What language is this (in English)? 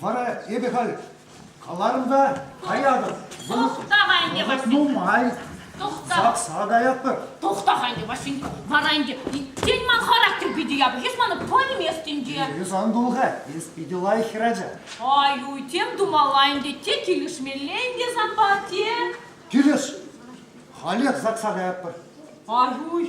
Chuvash